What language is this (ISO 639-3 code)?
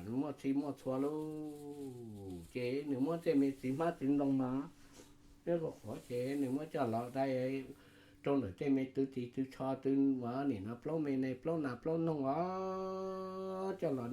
hmn